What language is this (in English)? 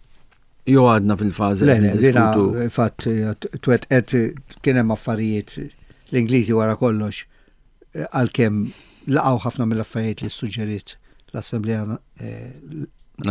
Maltese